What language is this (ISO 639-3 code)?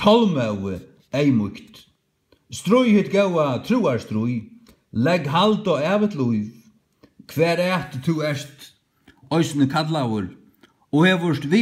fao